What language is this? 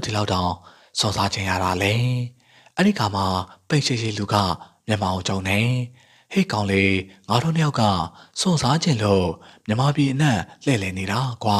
Burmese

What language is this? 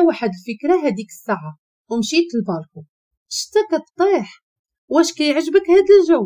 Moroccan Arabic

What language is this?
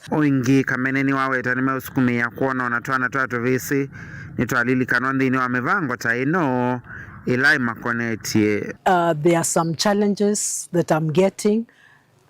Kamba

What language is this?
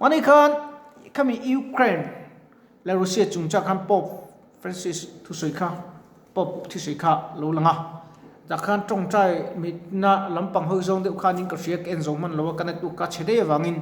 Mizo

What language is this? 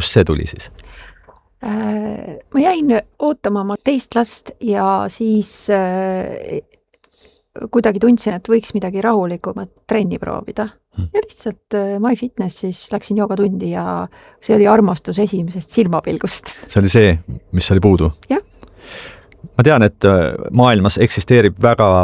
Estonian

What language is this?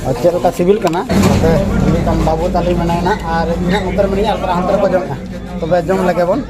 Santali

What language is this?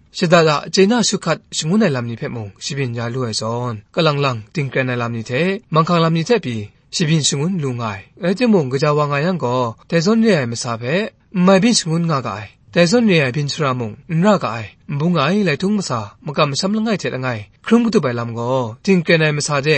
Kachin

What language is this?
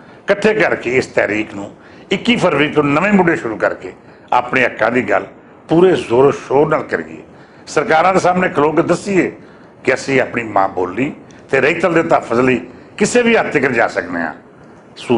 Western Panjabi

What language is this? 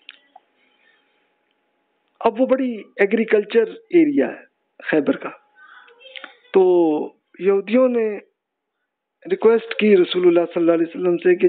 Urdu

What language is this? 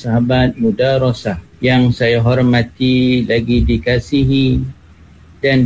Malay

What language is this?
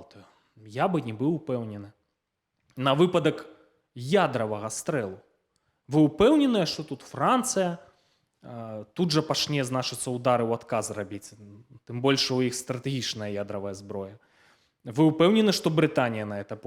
Belarusian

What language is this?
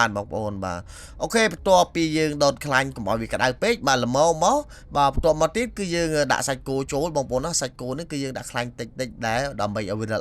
Khmer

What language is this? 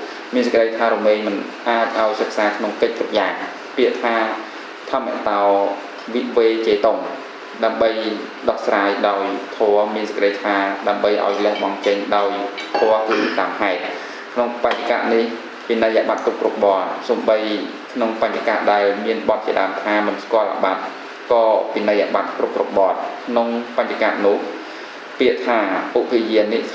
Khmer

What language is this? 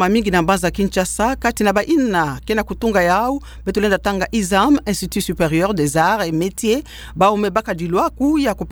Kituba (Democratic Republic of Congo)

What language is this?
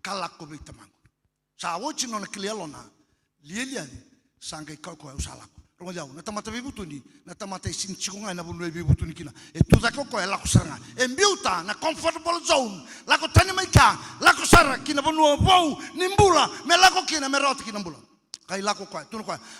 Fijian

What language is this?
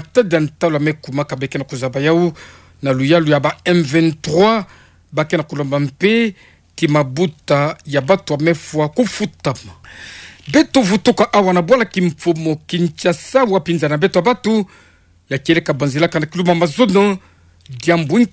Kituba (Democratic Republic of Congo)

